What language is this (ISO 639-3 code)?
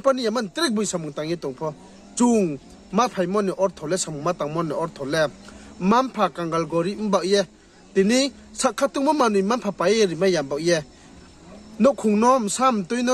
ria